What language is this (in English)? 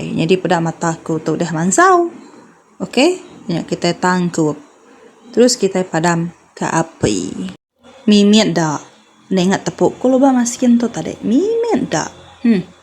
Iban